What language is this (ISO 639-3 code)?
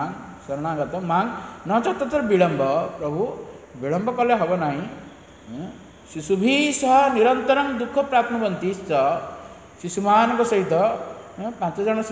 ori